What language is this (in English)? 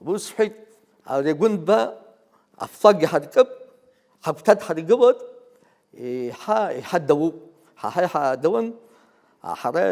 Abkhazian